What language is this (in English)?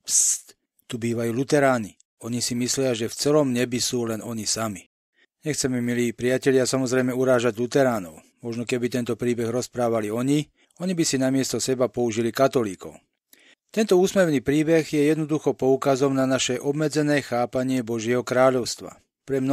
Slovak